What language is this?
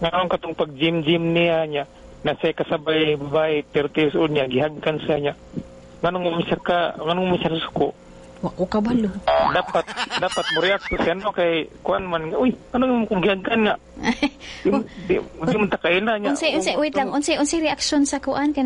Cebuano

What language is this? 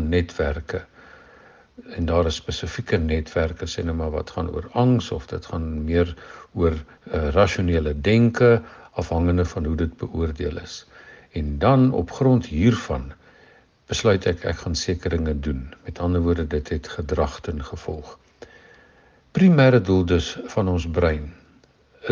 Afrikaans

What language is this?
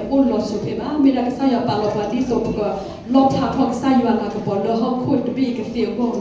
S'gaw Karen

